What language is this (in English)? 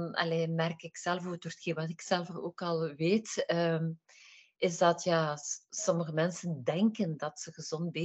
Dutch